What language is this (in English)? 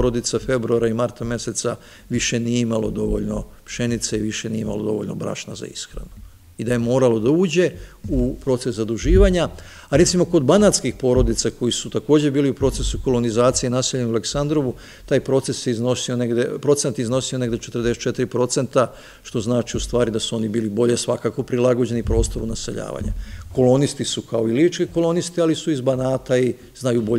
Serbian